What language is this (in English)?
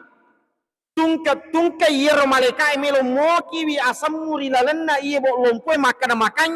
Buginese